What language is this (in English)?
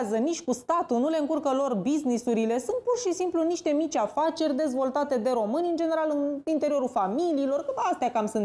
Romanian